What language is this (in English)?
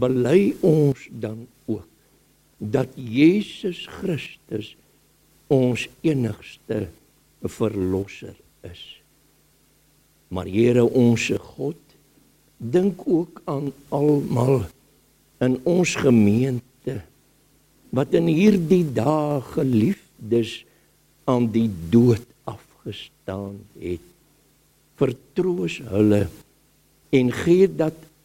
Afrikaans